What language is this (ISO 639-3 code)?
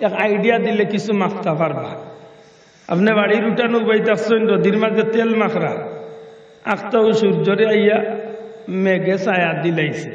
syl